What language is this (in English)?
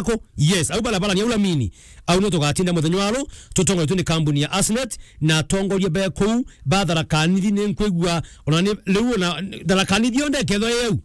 Meru